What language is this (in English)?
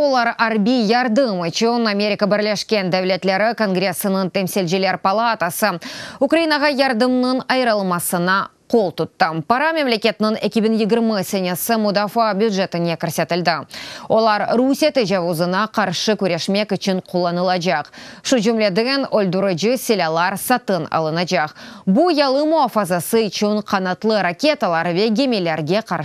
Crimean Tatar